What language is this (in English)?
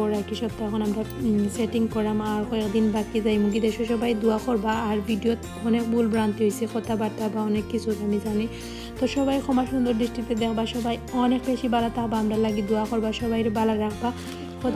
Sylheti